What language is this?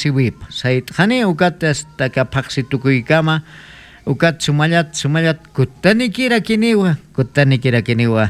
Aymara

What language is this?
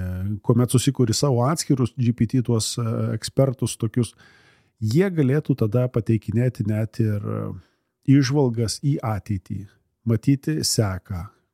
Lithuanian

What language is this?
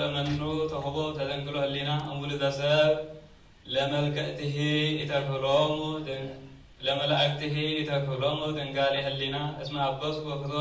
Geez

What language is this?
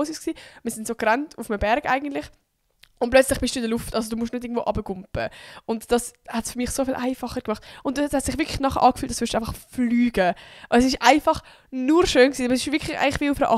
Swiss German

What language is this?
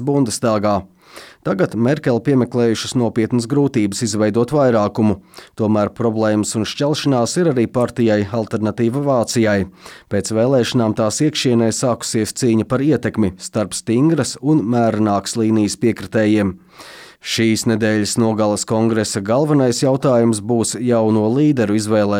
Latvian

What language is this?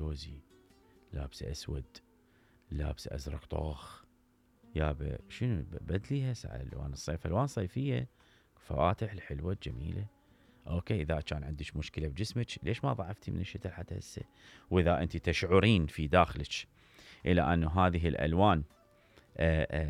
Mesopotamian Arabic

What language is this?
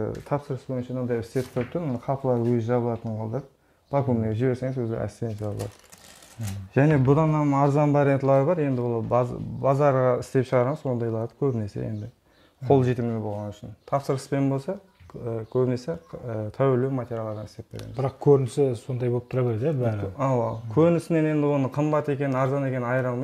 Kazakh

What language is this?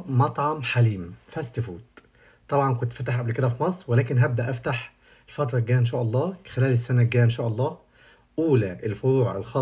Egyptian Arabic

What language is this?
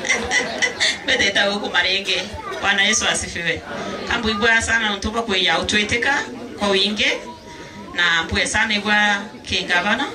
Meru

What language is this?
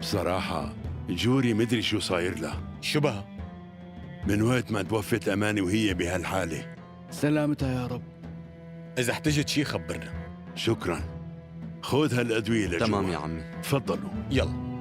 North Levantine Arabic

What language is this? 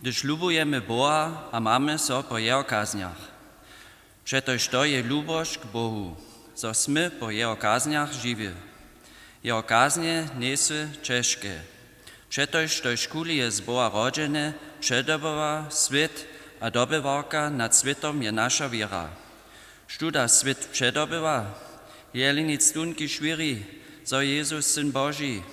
Upper Sorbian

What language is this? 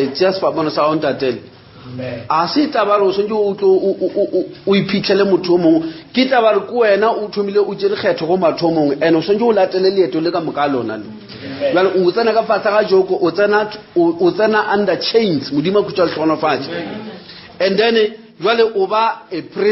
Northern Sotho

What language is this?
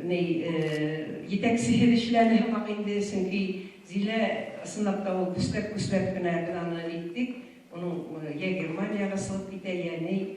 Bashkir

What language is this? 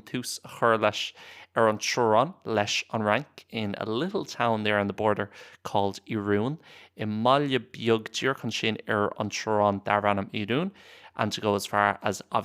Irish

